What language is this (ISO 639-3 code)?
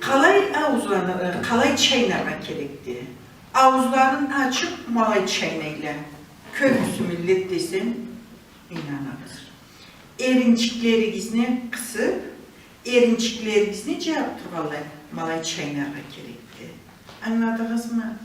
krc